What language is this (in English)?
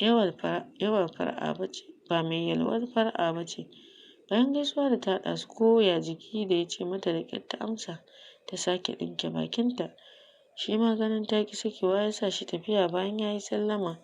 Hausa